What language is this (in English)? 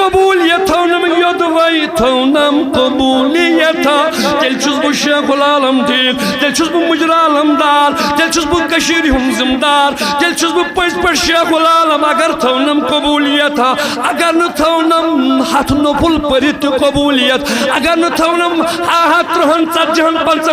Kashmiri